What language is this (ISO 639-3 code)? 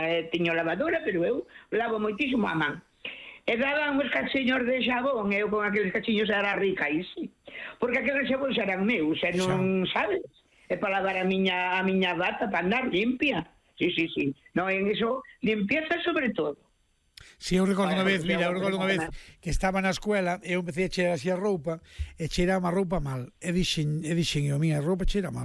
glg